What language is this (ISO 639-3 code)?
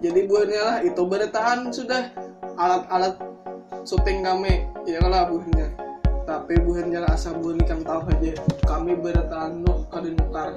bjn